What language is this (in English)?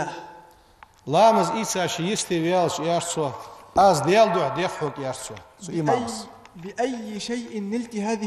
Ingush